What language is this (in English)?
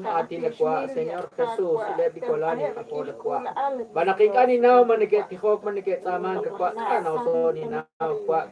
Kekchí